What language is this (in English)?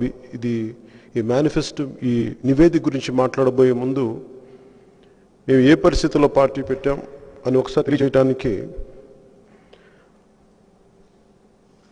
Telugu